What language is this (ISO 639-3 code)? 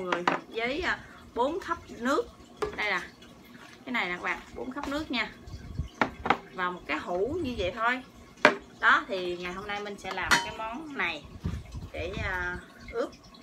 vie